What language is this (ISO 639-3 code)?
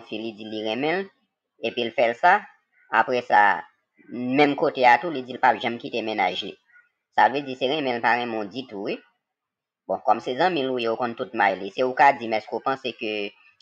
hat